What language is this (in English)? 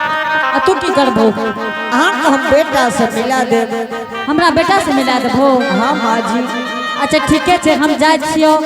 Angika